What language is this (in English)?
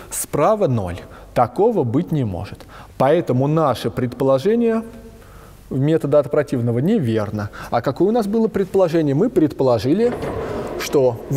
Russian